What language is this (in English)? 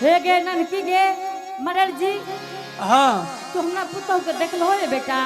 Angika